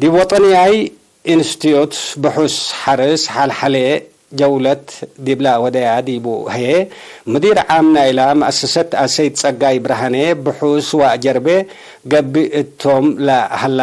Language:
Tigre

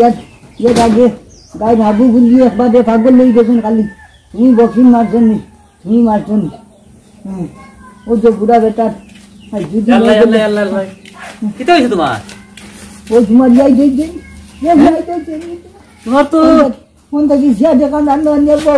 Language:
Sylheti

